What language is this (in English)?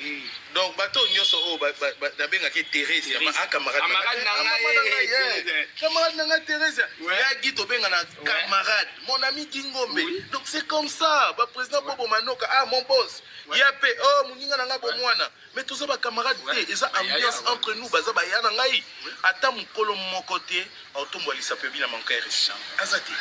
Lingala